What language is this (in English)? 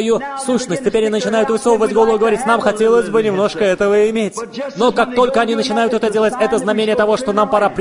Russian